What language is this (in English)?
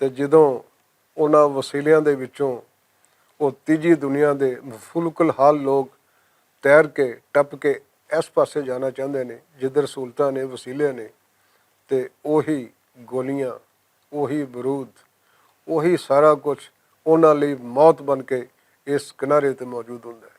Western Panjabi